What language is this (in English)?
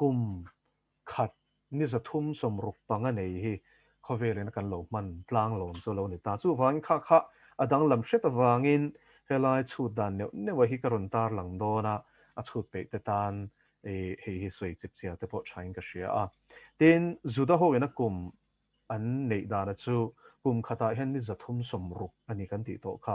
Mizo